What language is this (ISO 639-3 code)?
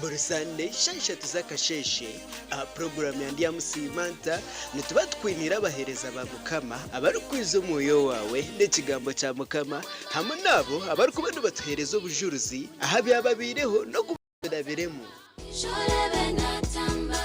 nyn